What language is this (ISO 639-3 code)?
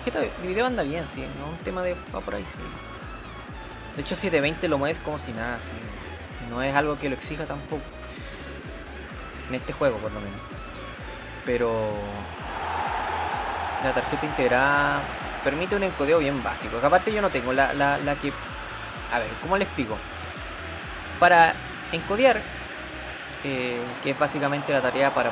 spa